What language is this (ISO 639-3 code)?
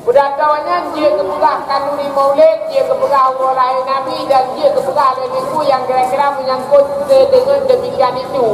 ace